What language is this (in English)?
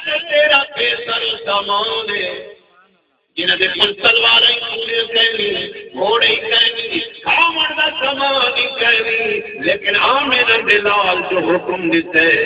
Saraiki